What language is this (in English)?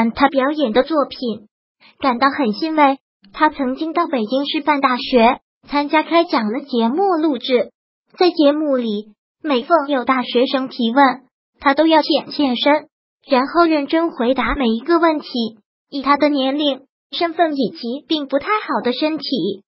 Chinese